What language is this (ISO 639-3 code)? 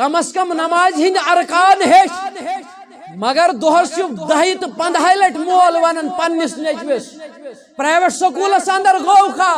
kas